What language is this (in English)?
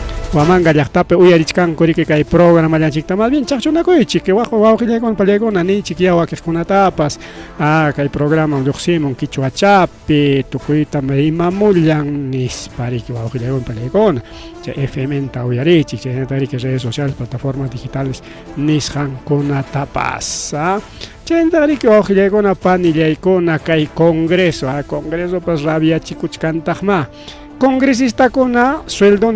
Ayacucho Quechua